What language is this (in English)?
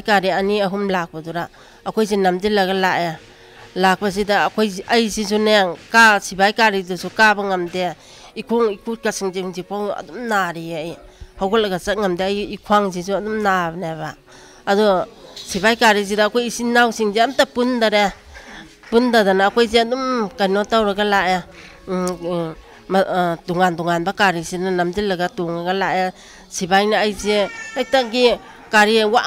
Manipuri